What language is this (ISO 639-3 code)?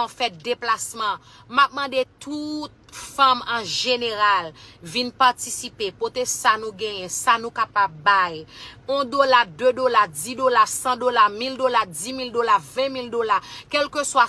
hat